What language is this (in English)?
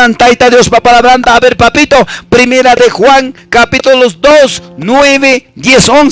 Quechua